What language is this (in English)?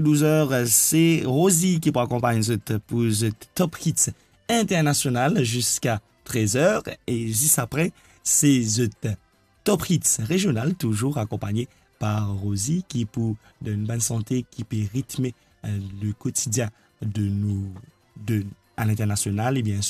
Morisyen